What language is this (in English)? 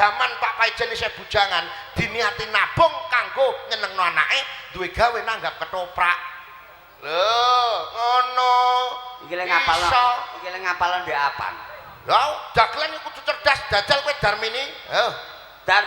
Javanese